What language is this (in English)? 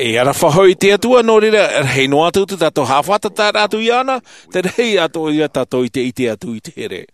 Tahitian